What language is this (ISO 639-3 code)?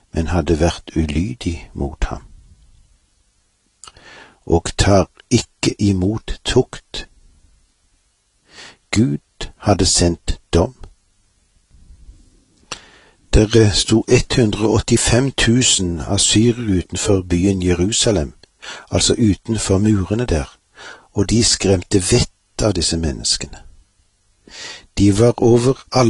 nor